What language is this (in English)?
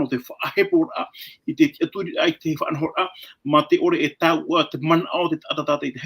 Tahitian